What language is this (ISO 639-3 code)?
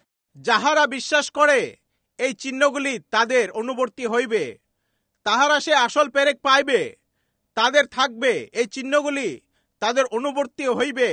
ben